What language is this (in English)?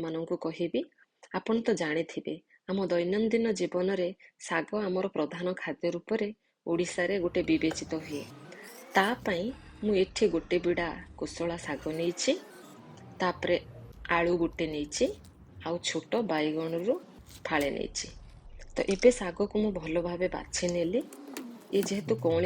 Odia